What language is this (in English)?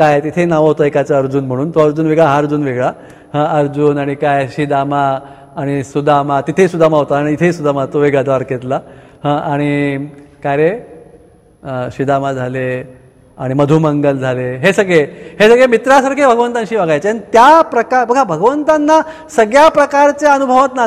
Marathi